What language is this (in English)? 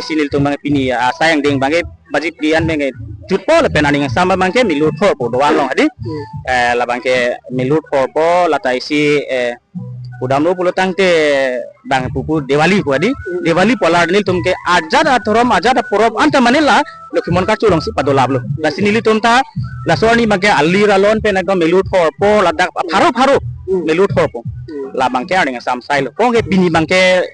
Karbi